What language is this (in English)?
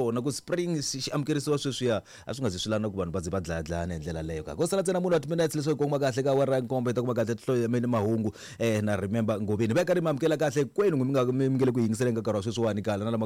Tsonga